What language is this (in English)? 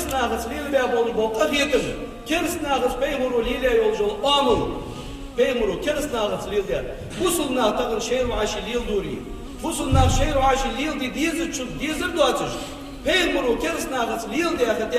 Ingush